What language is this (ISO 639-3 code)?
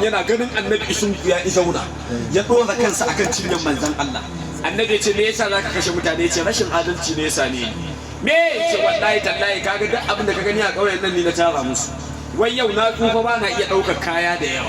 hau